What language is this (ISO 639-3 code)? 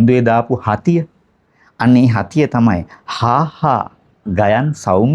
sin